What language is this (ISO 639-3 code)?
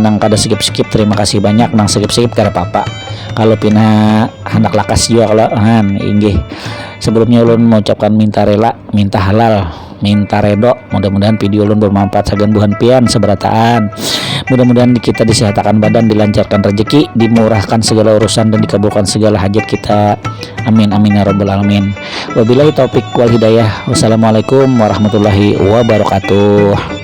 bjn